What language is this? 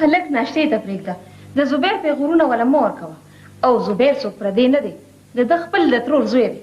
Pashto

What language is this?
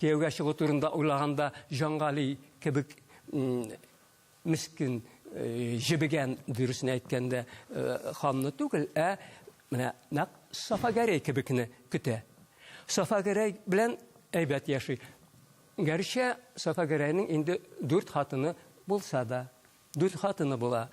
Tatar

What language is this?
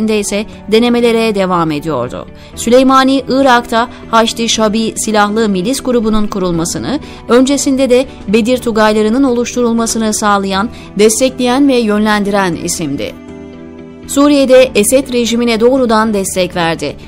Turkish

